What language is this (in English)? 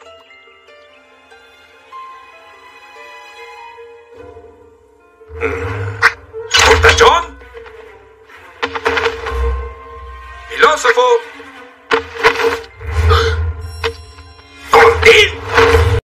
Spanish